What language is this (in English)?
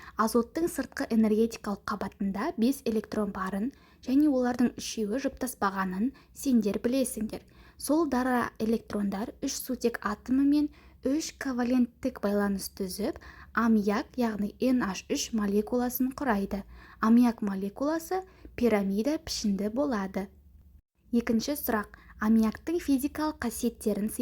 Kazakh